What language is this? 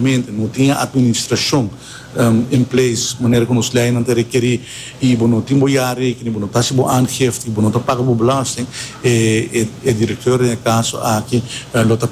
Papiamento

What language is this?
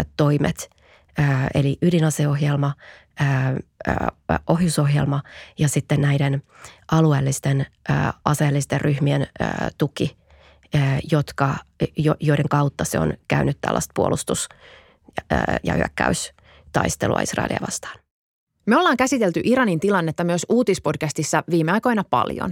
Finnish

